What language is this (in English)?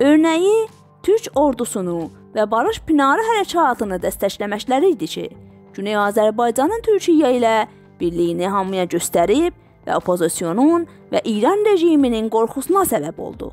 South Azerbaijani